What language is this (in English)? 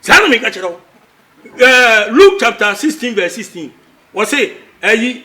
Akan